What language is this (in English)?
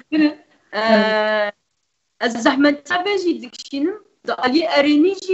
Kurdish